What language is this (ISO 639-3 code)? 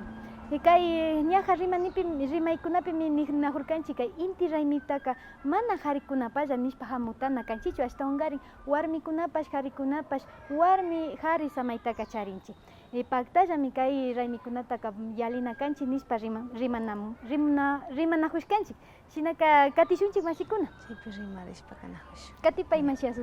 qvi